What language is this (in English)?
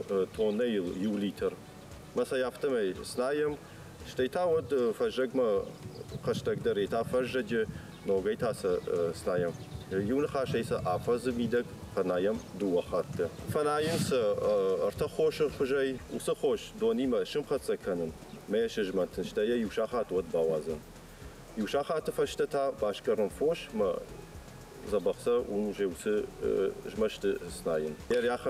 Ossetic